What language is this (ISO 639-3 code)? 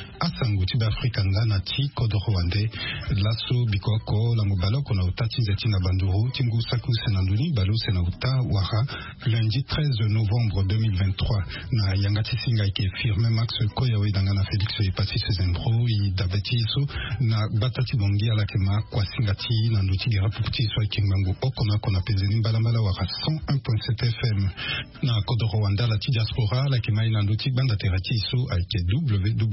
sag